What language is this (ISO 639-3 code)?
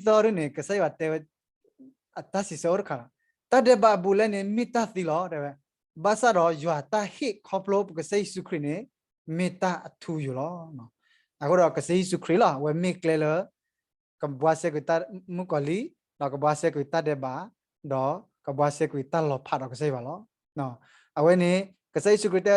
ksw